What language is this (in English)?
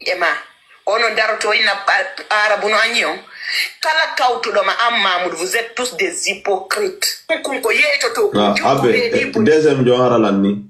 Fula